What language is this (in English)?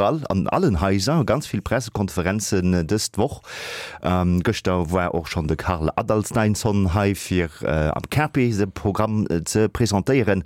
Luxembourgish